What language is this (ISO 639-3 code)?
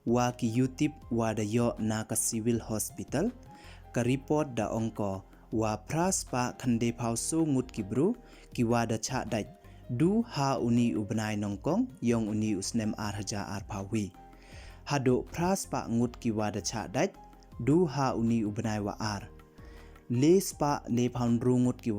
pbv